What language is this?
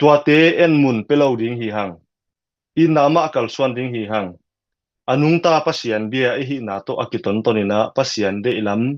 Tedim Chin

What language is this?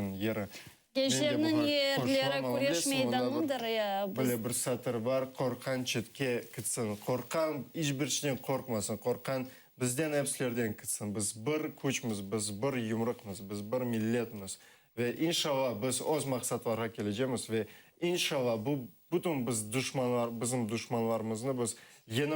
Crimean Tatar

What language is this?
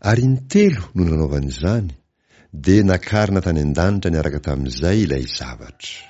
Malagasy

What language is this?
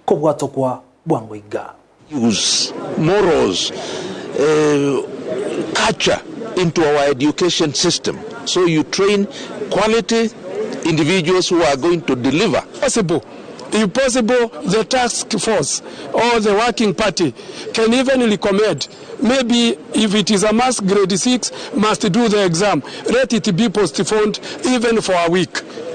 Gusii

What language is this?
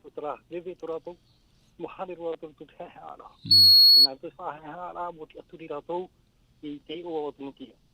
Tahitian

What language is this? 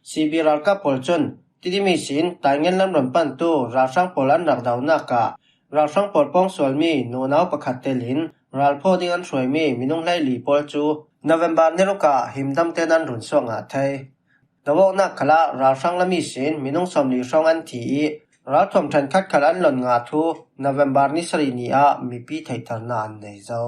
Falam Chin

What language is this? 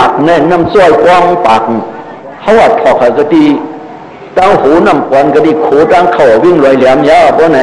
Shan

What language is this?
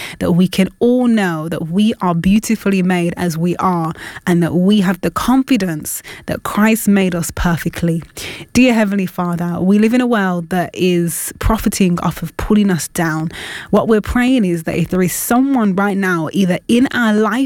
English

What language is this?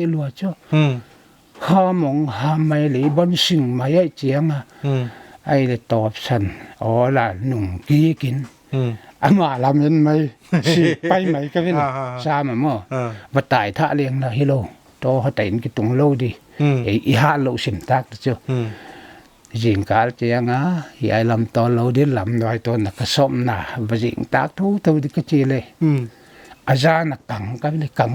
Paite Chin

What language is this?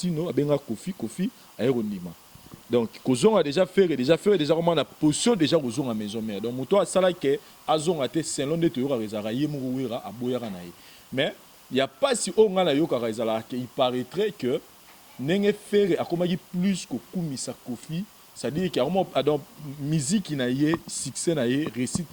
Lingala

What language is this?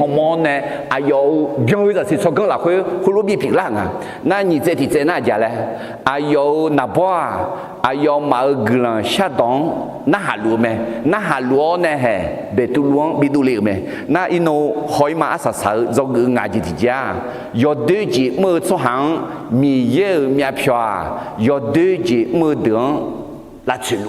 Akha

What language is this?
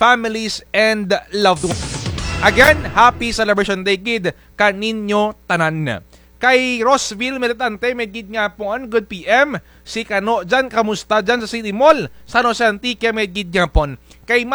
Kinaray-a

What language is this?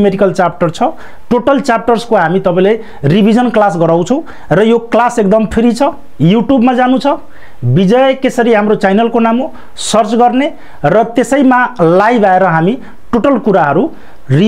Nepali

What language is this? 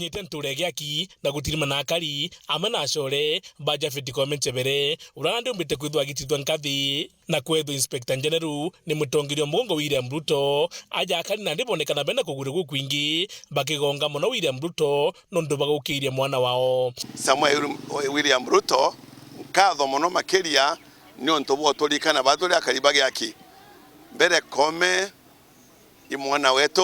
Meru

